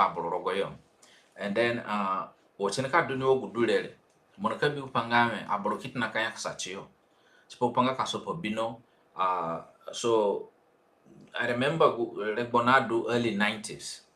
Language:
Zande (individual language)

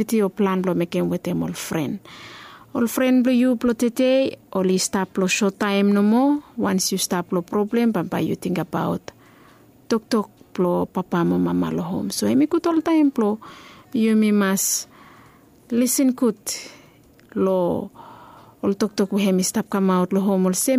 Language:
Bislama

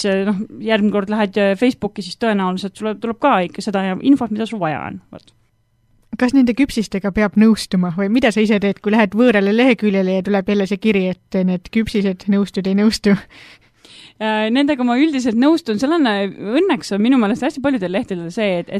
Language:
Estonian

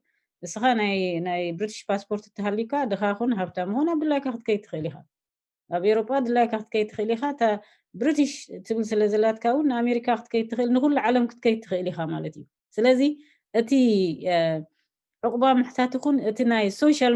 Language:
Tigrinya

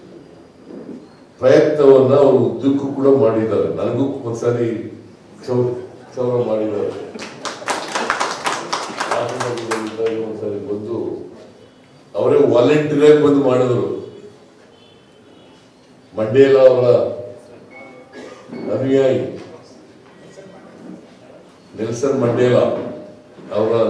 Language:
Kannada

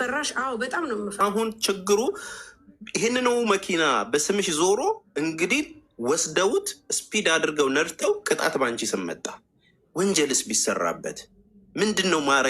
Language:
Amharic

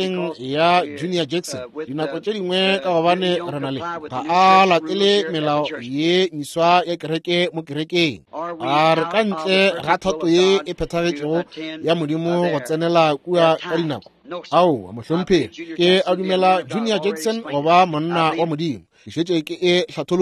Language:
Northern Sotho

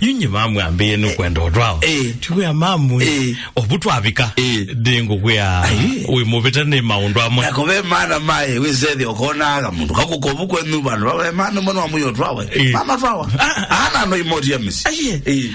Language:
Kamba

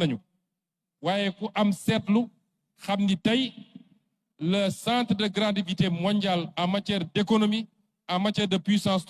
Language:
Wolof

